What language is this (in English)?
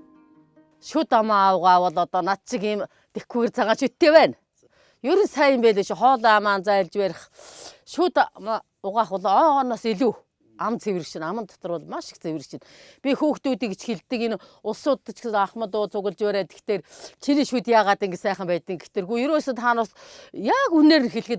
Mongolian